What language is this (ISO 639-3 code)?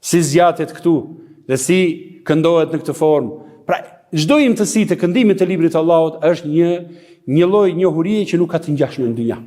sqi